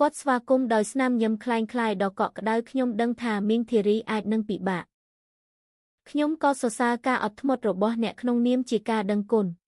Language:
Khmer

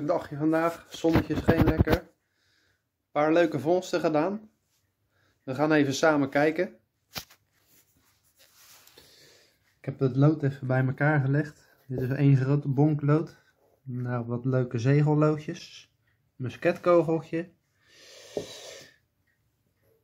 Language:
Dutch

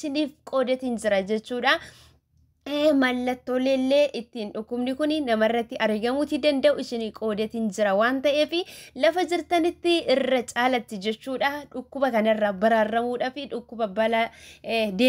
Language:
Oromo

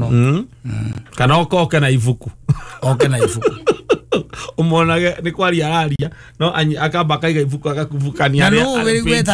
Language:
Kikuyu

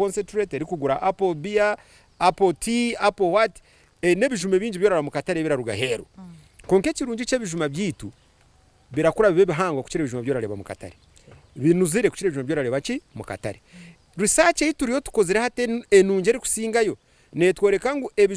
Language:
Nyankole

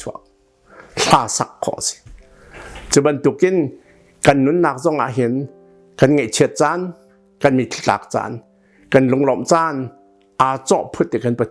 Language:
Hakha Chin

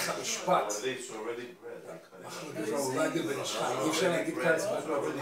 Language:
Hebrew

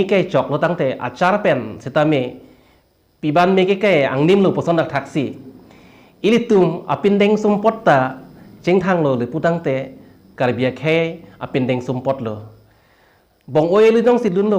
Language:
Karbi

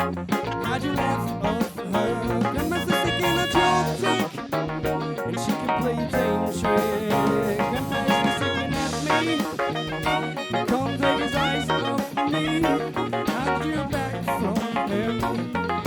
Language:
Breton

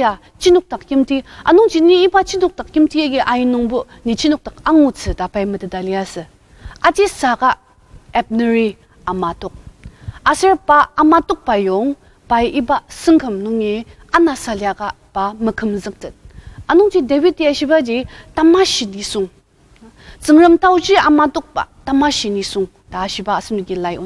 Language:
Ao Naga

